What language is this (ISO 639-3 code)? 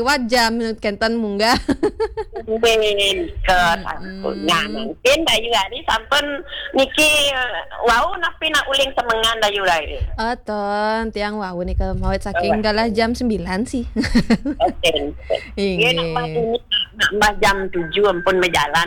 ban